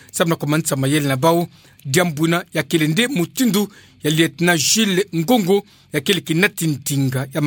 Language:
Kituba (Democratic Republic of Congo)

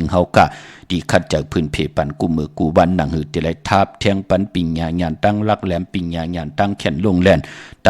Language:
Shan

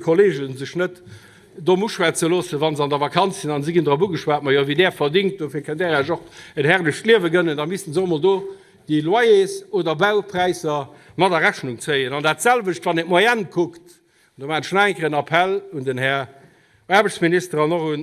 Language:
Luxembourgish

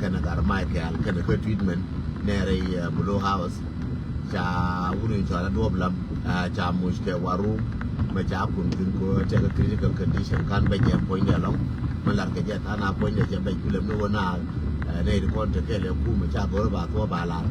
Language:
Nuer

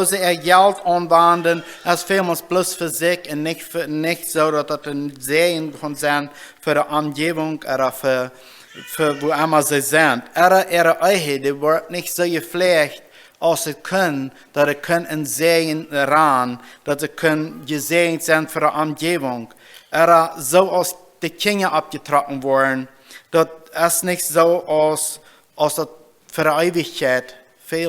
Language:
Plautdietsch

